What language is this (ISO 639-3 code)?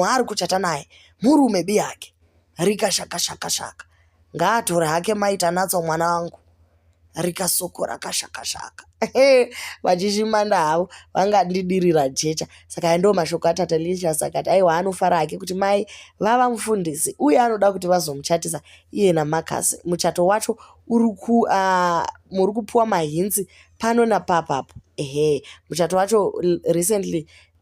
sna